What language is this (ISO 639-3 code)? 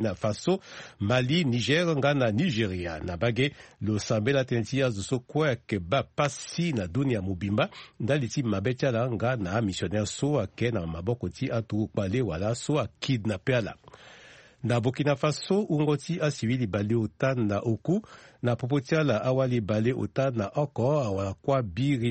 sag